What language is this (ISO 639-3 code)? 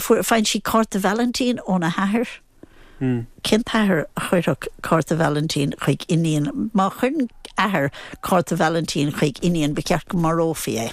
gle